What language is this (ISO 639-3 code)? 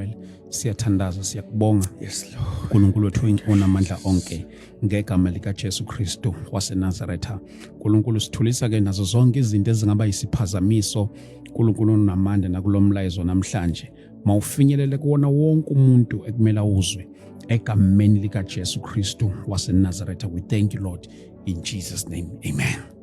zul